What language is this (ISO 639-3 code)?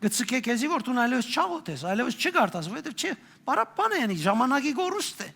hyw